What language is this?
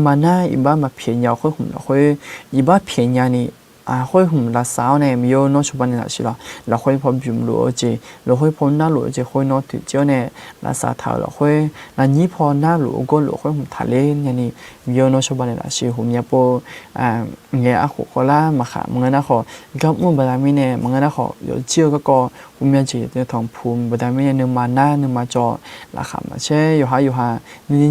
Akha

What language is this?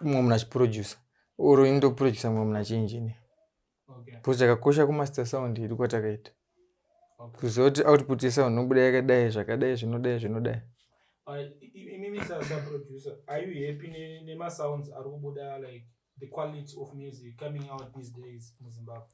Shona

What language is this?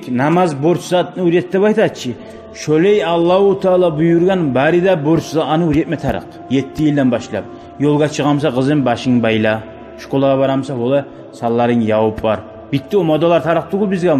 Kumyk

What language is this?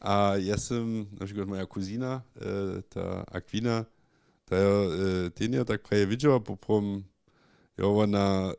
Upper Sorbian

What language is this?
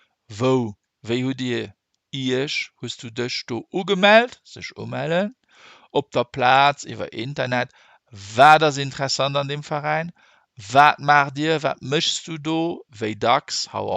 Luxembourgish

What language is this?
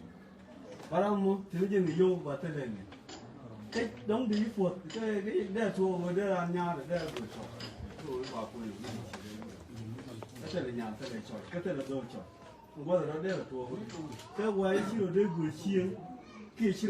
Nuer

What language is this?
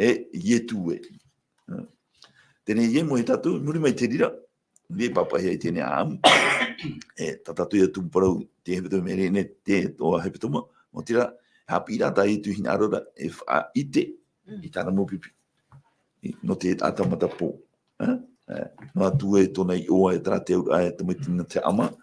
Tahitian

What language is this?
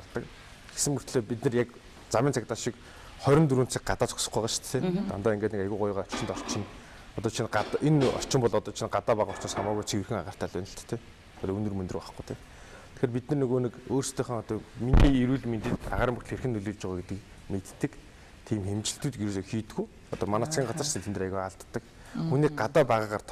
Mongolian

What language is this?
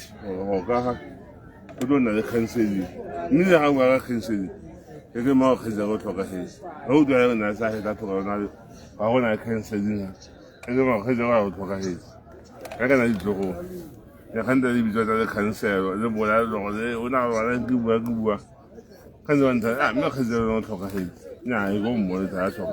Tswana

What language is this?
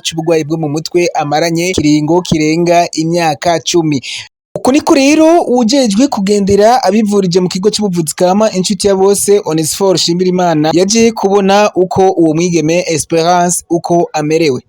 Rundi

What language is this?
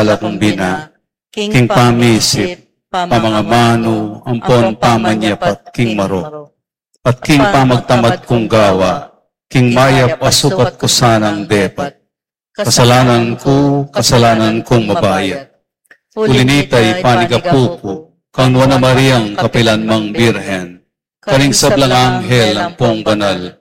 Pampanga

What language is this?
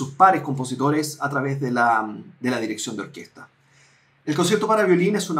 Spanish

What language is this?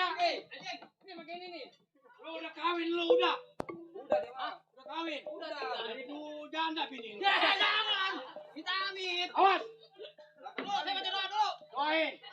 Betawi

